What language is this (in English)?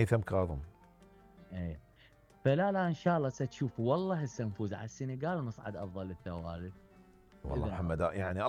Mesopotamian Arabic